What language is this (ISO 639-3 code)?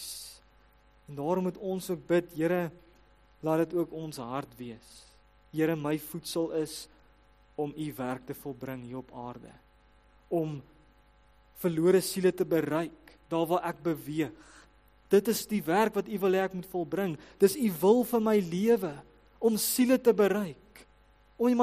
afr